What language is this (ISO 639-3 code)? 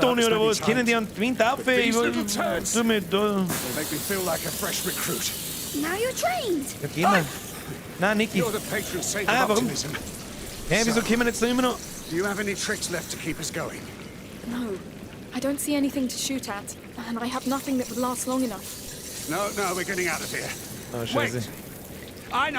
bar